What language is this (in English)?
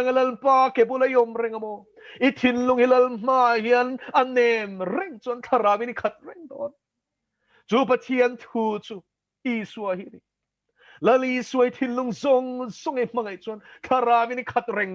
Mizo